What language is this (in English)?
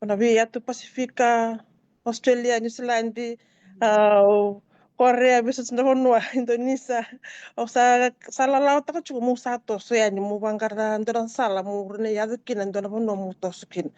Fijian